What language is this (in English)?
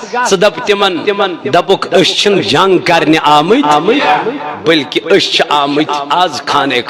Kashmiri